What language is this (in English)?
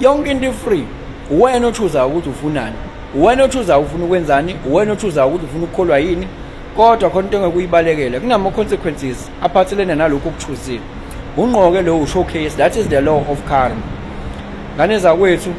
Zulu